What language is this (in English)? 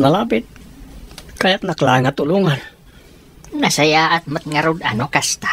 Iloko